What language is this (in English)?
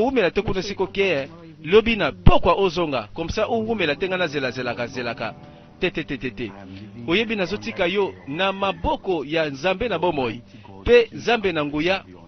Lingala